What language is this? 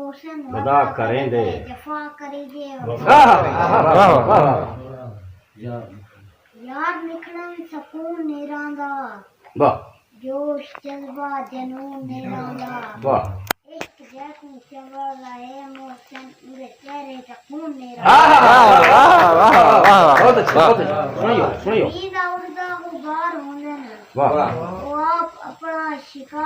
Saraiki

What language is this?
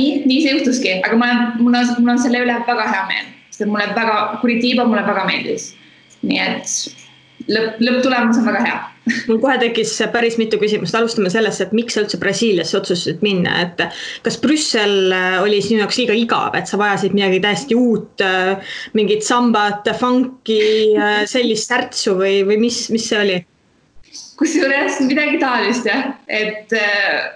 Estonian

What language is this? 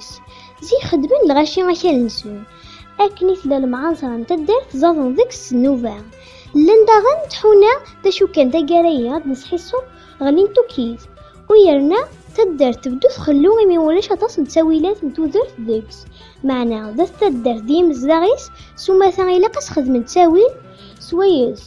Kabyle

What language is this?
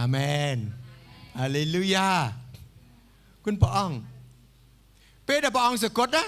Khmer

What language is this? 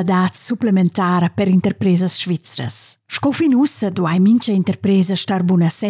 Romansh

